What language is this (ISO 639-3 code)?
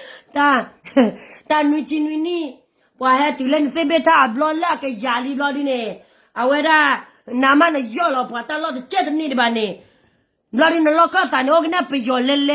ksw